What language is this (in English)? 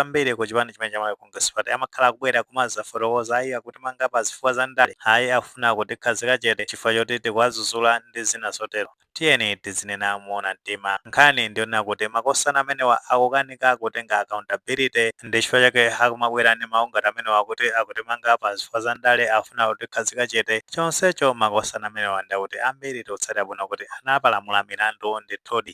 Nyanja